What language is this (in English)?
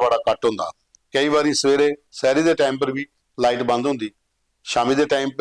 Dogri